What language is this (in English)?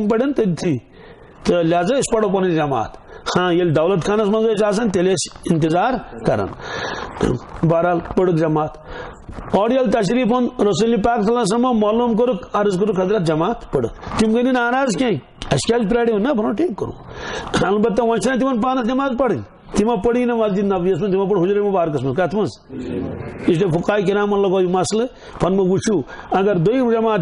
Kashmiri